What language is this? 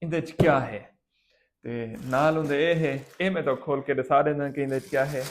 Saraiki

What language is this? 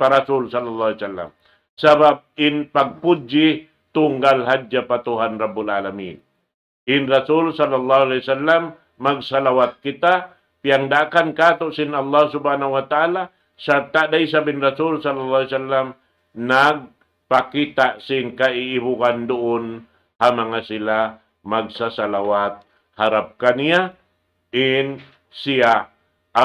Tausug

